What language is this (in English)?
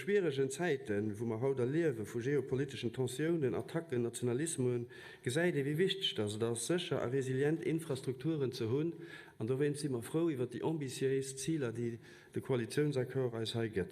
Luxembourgish